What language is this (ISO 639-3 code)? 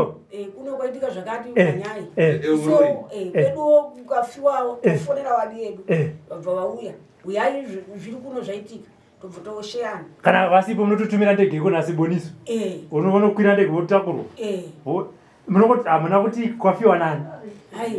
sna